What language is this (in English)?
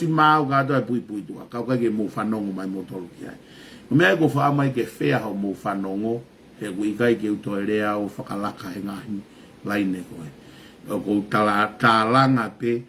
Tongan